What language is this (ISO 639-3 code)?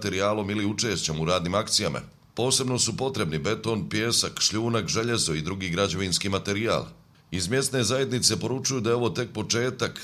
bos